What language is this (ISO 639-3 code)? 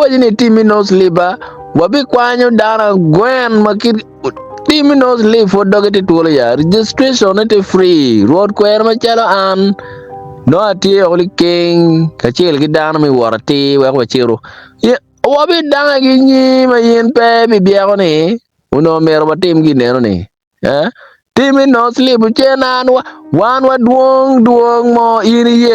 ach